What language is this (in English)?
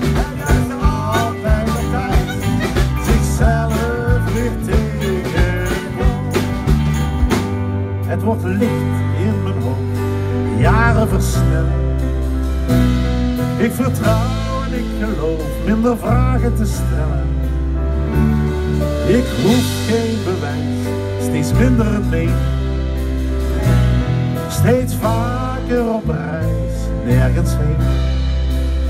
Dutch